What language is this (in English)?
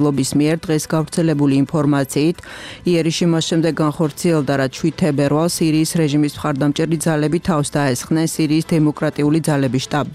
Georgian